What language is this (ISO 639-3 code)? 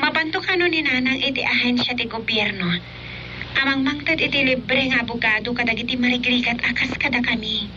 ilo